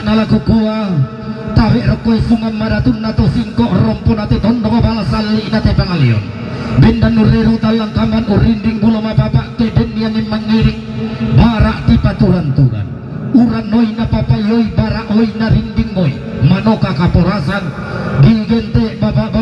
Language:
Toraja-Sa'dan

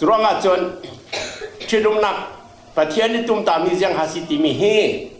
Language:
Falam Chin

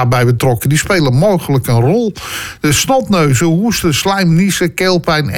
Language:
Dutch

